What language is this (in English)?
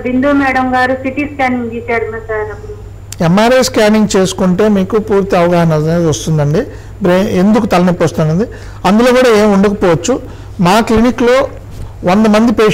Telugu